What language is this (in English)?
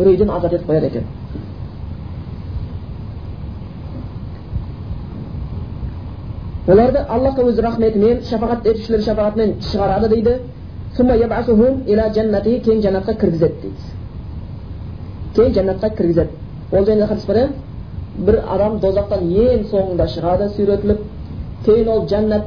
Kazakh